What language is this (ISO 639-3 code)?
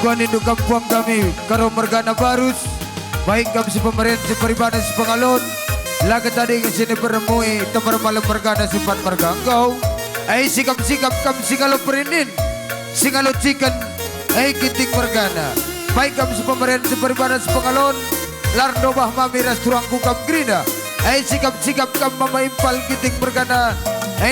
btx